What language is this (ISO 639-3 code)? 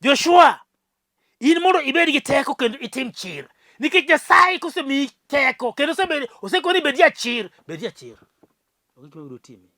luo